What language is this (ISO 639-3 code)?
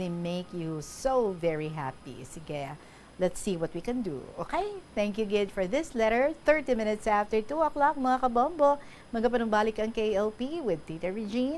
hil